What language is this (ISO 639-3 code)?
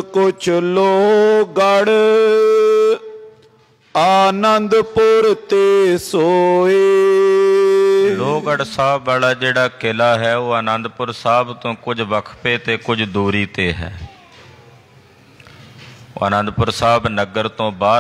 pan